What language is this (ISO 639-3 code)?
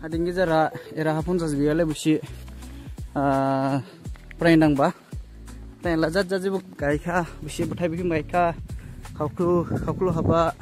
dis